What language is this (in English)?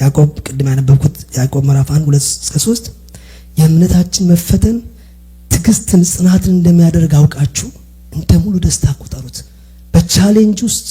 Amharic